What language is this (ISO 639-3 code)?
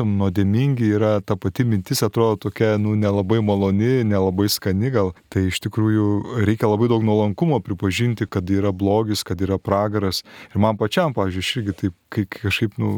lit